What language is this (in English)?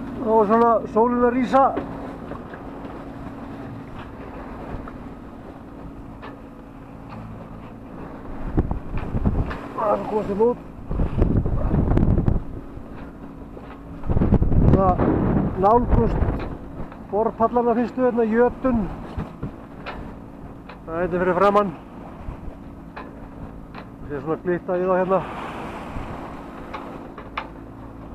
Icelandic